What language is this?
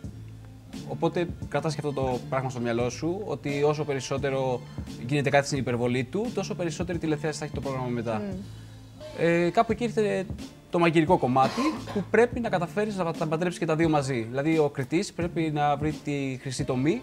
Greek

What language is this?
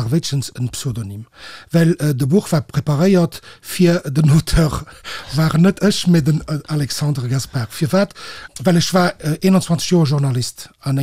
Luxembourgish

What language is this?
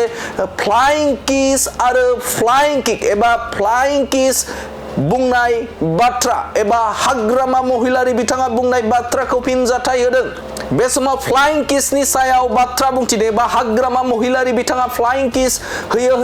Bodo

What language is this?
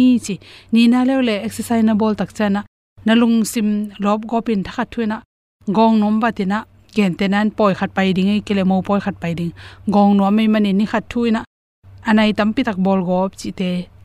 Tedim Chin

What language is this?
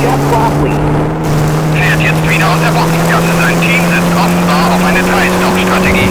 Bavarian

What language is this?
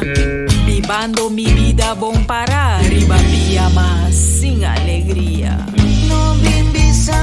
Papiamento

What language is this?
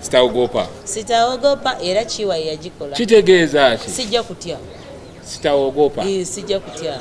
Ganda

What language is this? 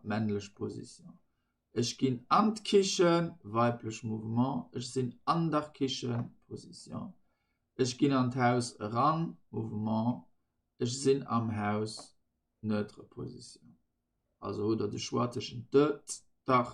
Luxembourgish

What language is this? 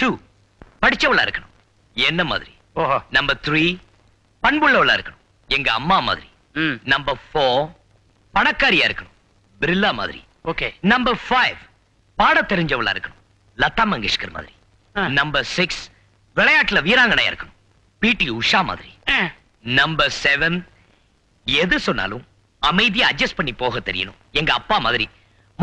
Tamil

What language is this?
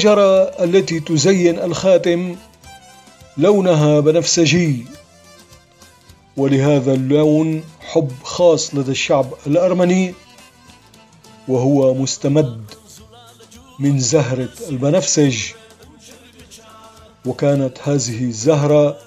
Arabic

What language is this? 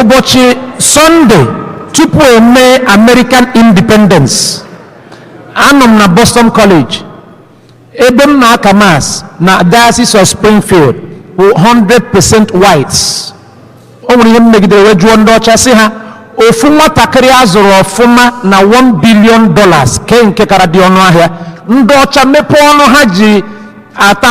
Igbo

